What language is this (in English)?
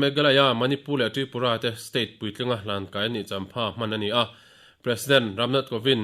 Mizo